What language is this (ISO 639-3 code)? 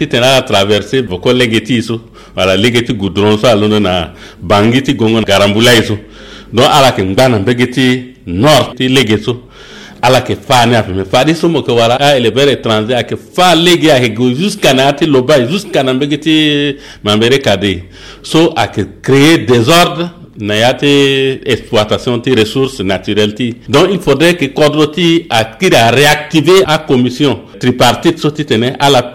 sag